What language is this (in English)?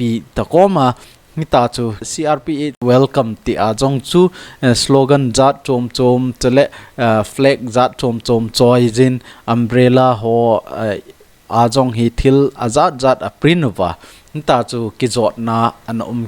Thado Chin